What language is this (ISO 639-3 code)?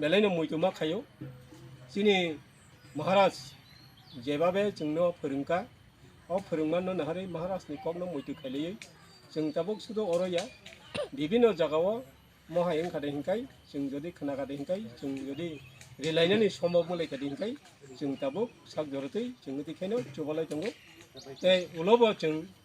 trp